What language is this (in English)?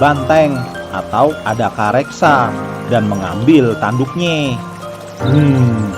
Betawi